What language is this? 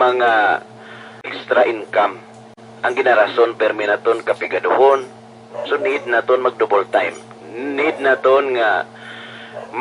Hiligaynon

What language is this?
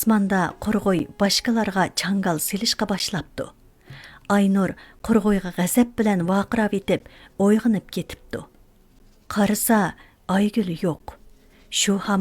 Uyghur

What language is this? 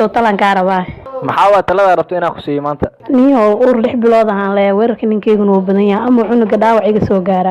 Somali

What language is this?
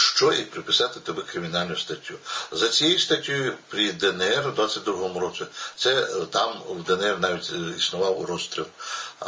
Ukrainian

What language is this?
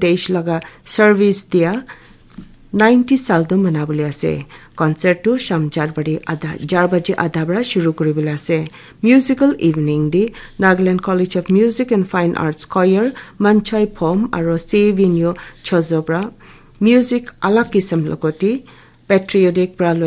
Naga Pidgin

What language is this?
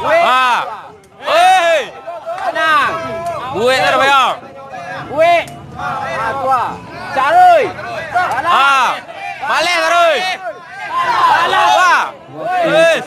Minangkabau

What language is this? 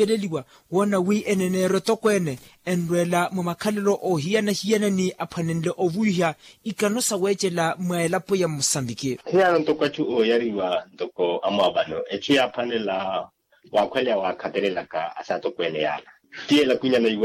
Makhuwa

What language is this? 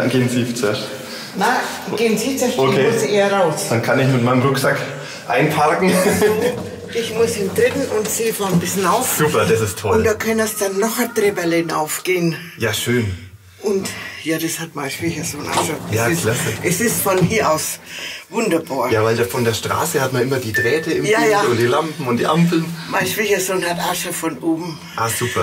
German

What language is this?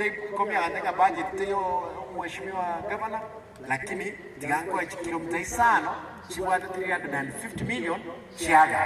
Gusii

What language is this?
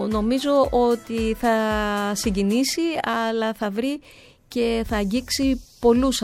Greek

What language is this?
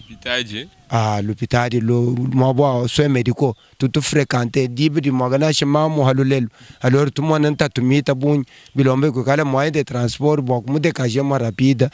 Luba-Lulua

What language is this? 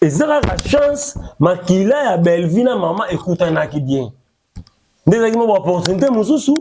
Lingala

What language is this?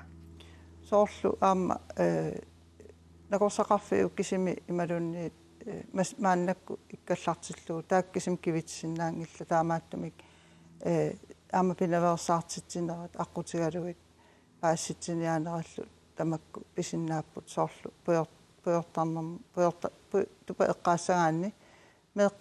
Kalaallisut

